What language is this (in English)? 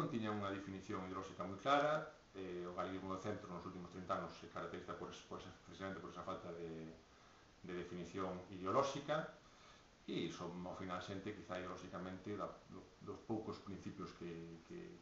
Galician